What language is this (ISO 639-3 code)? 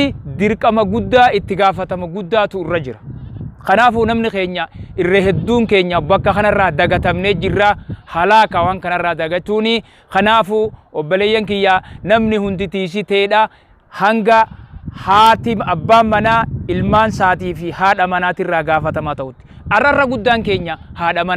orm